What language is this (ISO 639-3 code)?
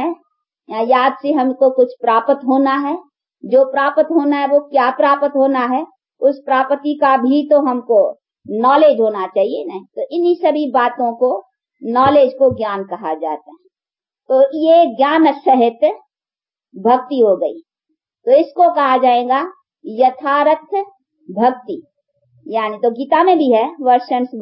hin